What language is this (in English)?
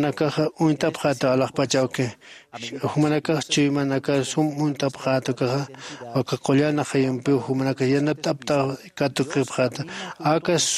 Aymara